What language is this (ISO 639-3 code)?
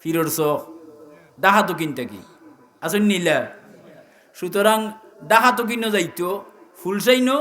syl